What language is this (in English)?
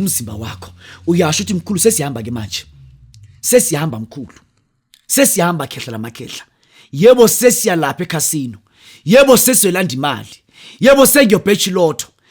Zulu